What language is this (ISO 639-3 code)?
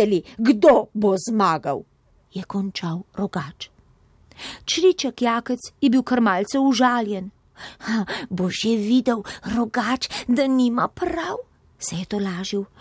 slv